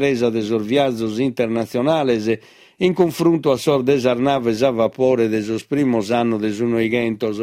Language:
Sardinian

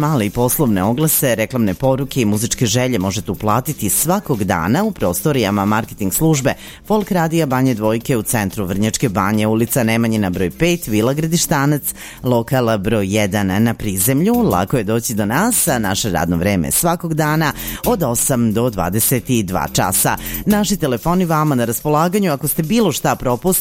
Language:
Serbian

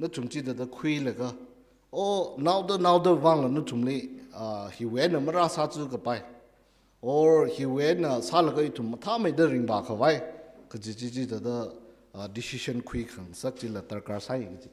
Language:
Tangkhul Naga (India)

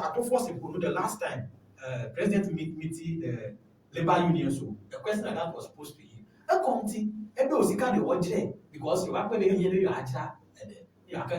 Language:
Ewe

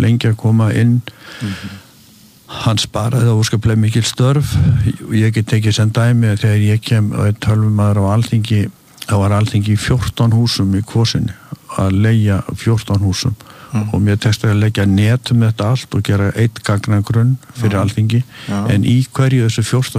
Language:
Icelandic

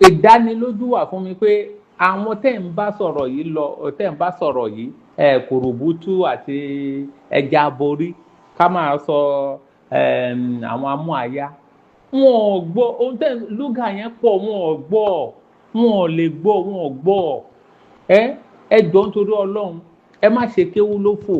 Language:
Yoruba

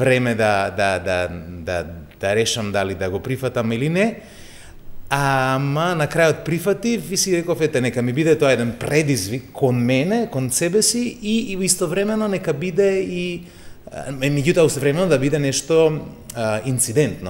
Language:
Macedonian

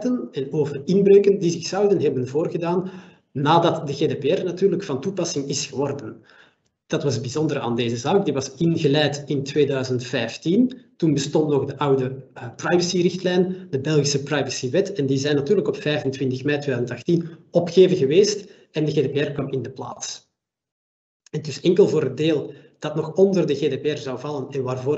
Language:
Dutch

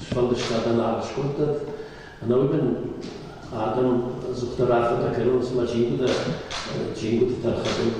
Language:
Ossetic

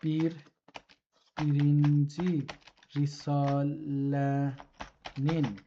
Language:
South Azerbaijani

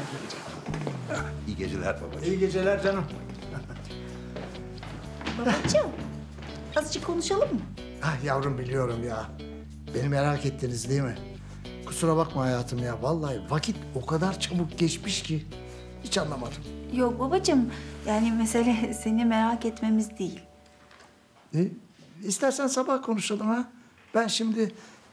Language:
Turkish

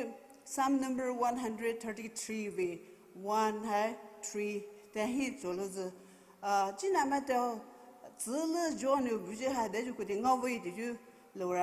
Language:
Poumei Naga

